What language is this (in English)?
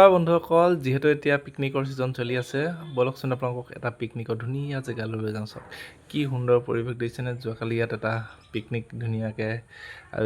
Assamese